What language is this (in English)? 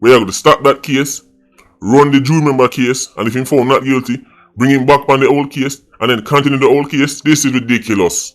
Jamaican Creole English